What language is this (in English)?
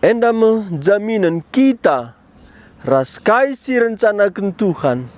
Batak Karo